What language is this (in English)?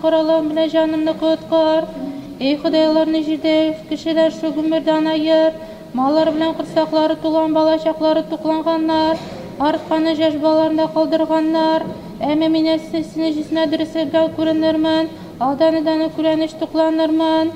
Tatar